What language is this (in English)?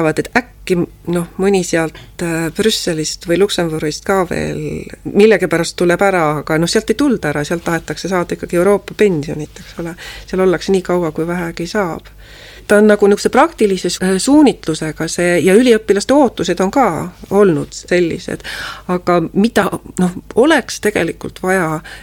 Estonian